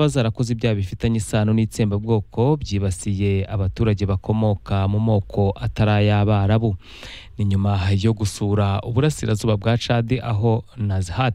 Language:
Kinyarwanda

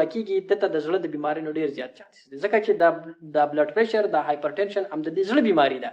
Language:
Pashto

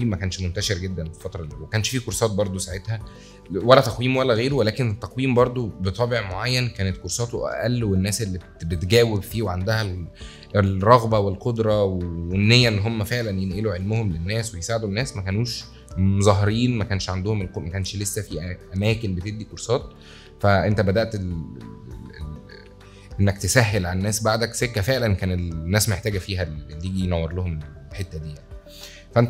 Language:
Egyptian Arabic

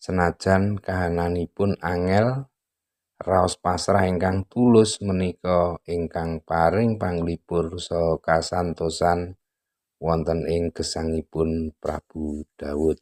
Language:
Javanese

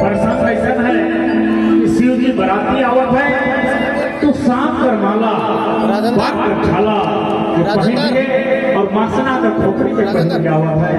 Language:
Sadri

